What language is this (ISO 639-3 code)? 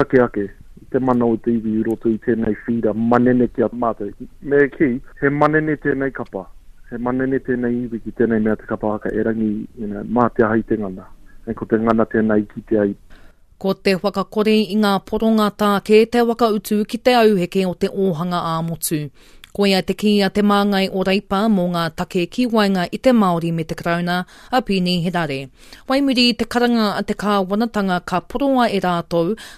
mri